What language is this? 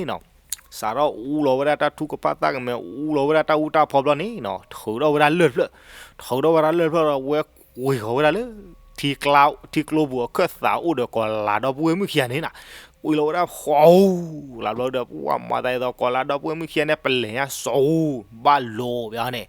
S'gaw Karen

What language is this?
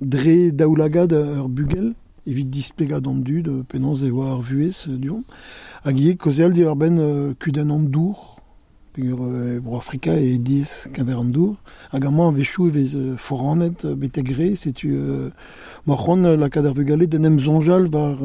Breton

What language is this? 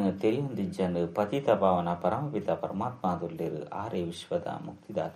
Tulu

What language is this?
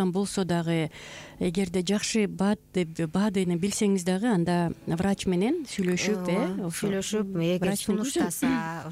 Kyrgyz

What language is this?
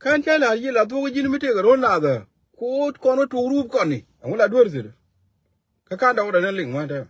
Nuer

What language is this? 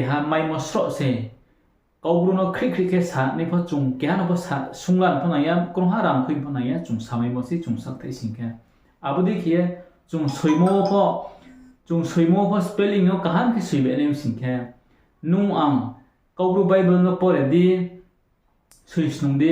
Riang (India)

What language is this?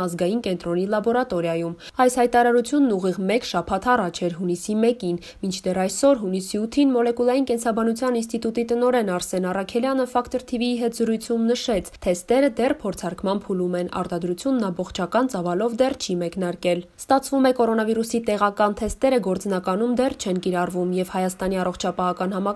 Armenian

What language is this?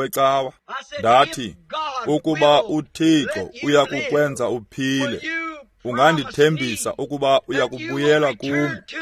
Xhosa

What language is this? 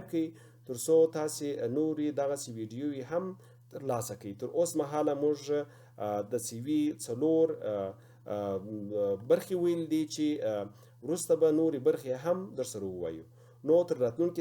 Pashto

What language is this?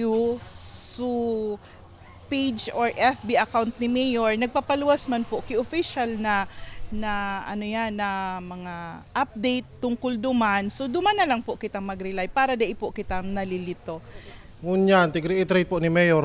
Bikol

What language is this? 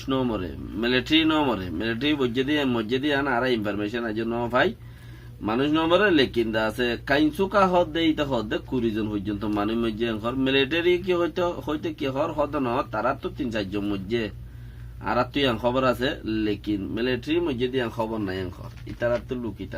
Rohingya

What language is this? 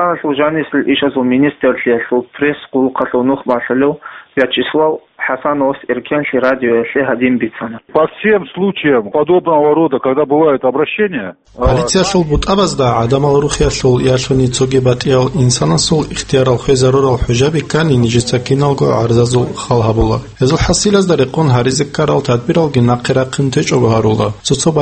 Avaric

